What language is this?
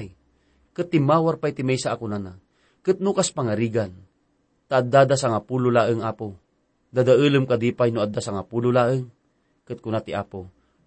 Iloko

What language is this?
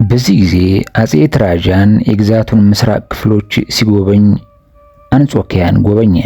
Amharic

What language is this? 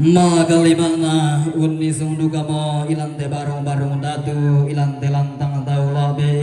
Toraja-Sa'dan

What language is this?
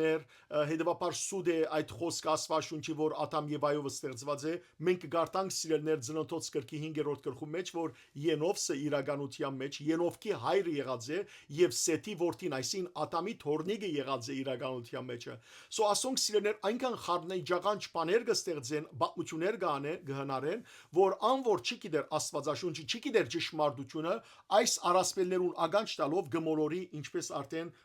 Western Armenian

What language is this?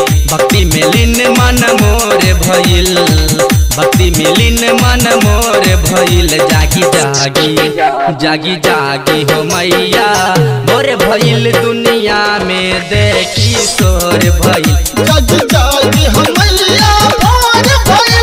Bhojpuri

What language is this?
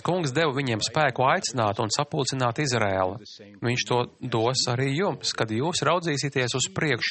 Latvian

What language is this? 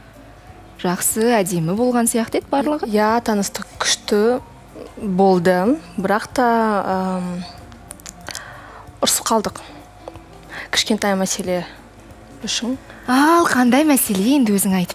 Kazakh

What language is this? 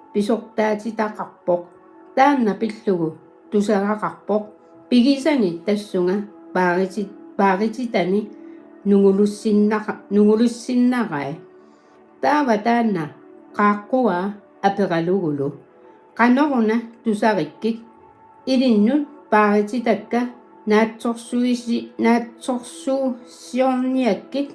Kalaallisut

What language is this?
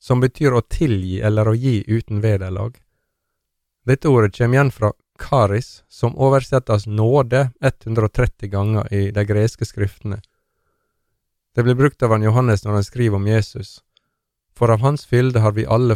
Norwegian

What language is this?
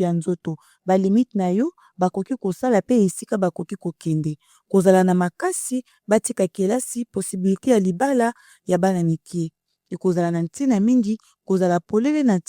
Lingala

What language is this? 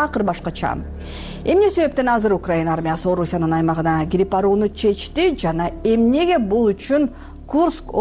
Kyrgyz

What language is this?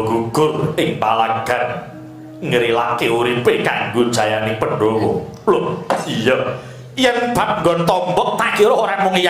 Javanese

